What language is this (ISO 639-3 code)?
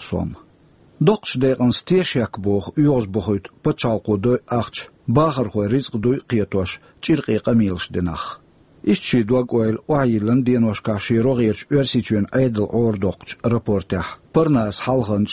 che